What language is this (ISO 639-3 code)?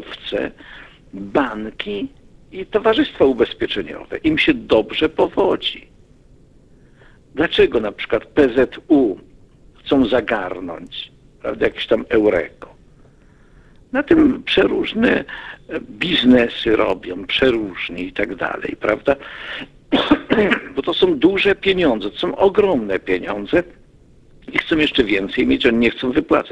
pol